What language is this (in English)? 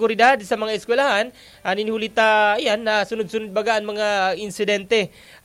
Bikol